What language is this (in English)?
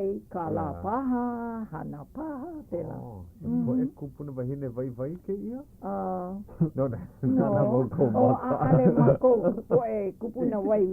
Hawaiian